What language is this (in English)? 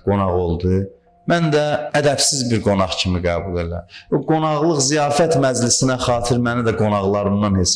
Azerbaijani